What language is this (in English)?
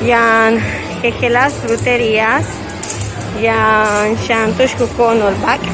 Yucateco